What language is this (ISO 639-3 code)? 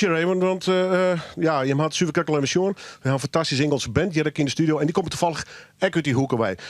fry